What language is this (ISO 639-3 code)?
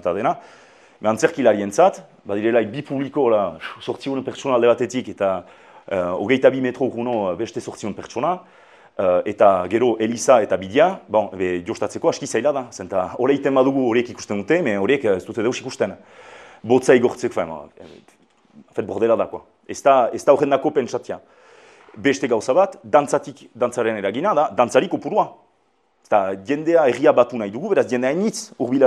eus